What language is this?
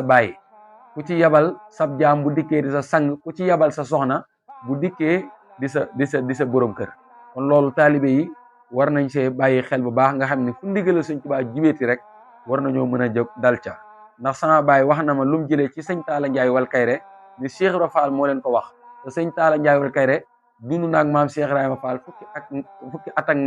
Wolof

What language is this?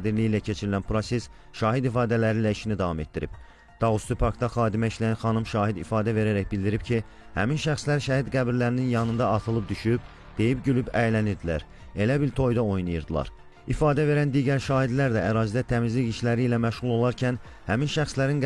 Azerbaijani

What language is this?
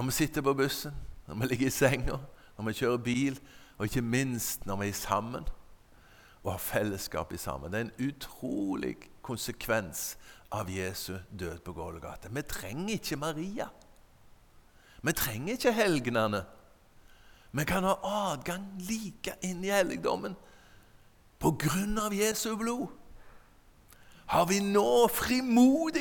Norwegian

